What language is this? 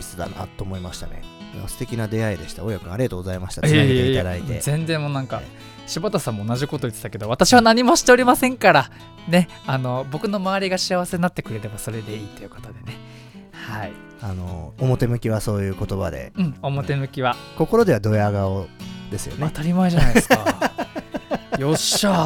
Japanese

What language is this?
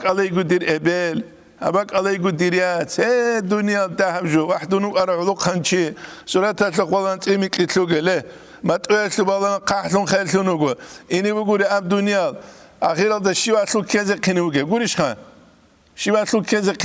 Avaric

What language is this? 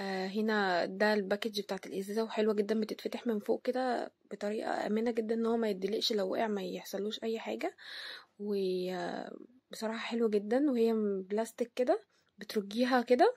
Egyptian Arabic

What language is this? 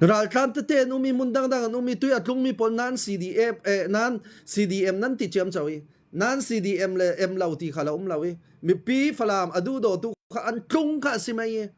Falam Chin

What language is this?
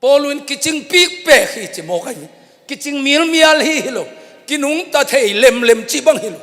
Tedim Chin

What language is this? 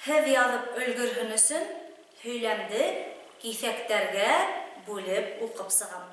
Bashkir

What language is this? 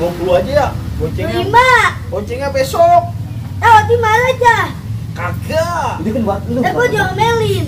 Betawi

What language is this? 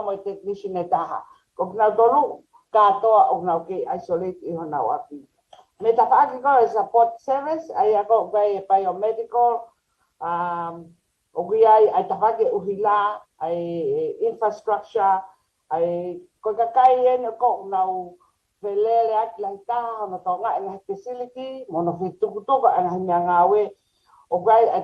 Tongan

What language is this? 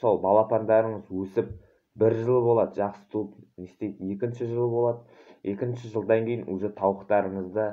Kazakh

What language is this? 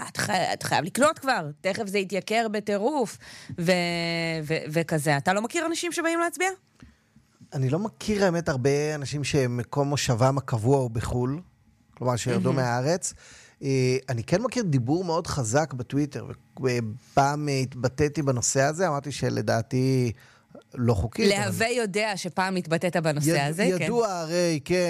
Hebrew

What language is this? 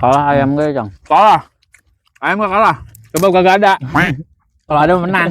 Betawi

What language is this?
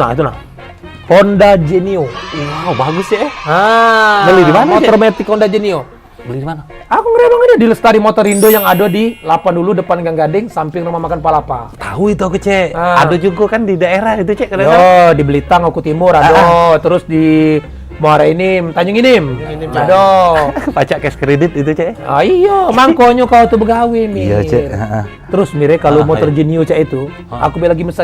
Musi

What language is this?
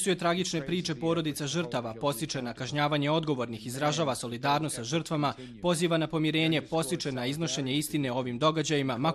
Bosnian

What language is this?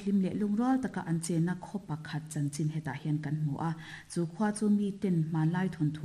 Mizo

